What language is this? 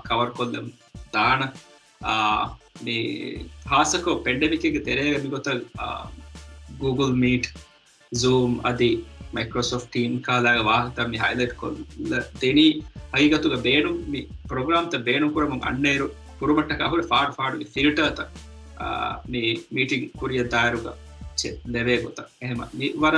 Divehi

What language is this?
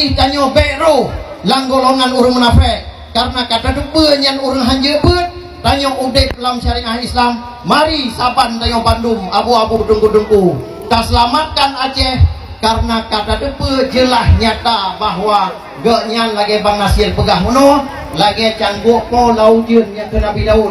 Achinese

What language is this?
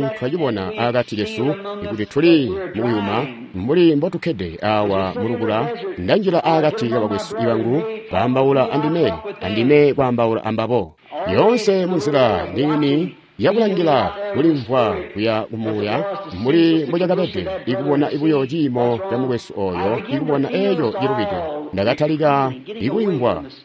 Tonga (Zambia)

